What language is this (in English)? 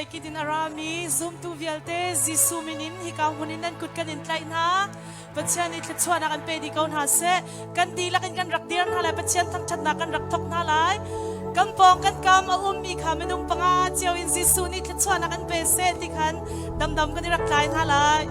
Hakha Chin